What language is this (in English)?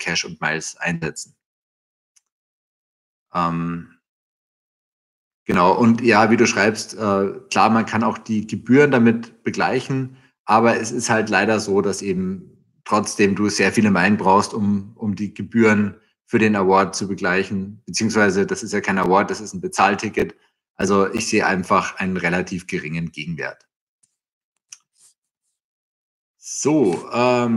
German